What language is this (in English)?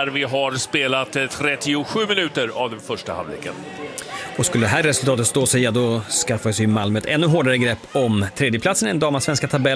Swedish